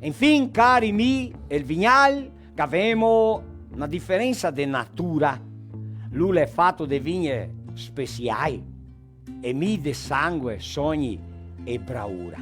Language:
Venetian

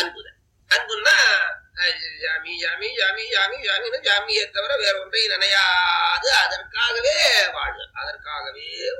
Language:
Tamil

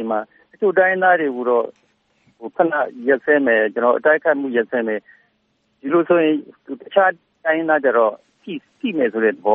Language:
Burmese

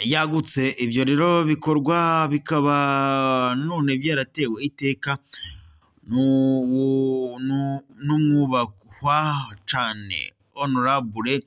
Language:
Rundi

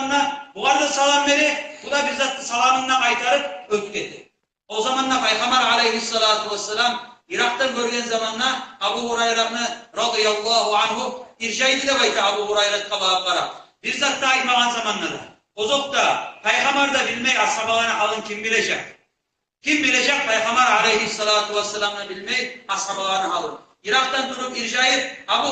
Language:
Kumyk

